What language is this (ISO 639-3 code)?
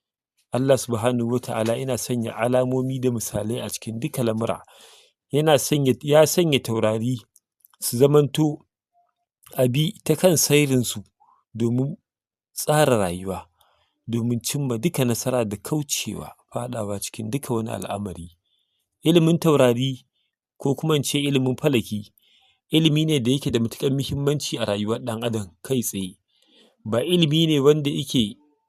hau